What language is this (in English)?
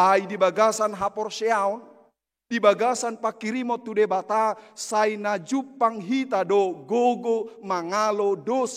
Batak Toba